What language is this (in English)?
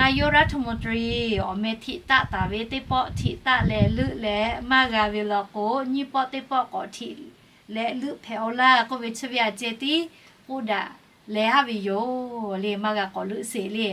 Lahu